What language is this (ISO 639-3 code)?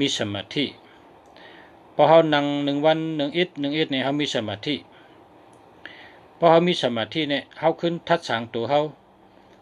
shn